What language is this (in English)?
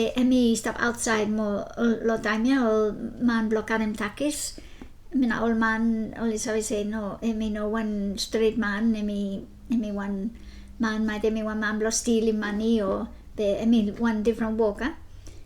Bislama